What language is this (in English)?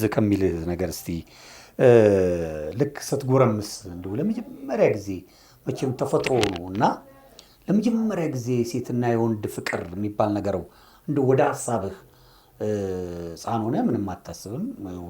Amharic